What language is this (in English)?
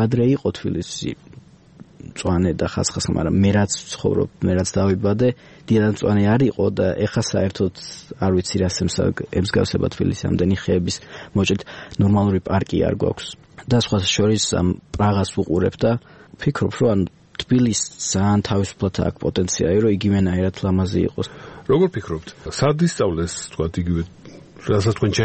Georgian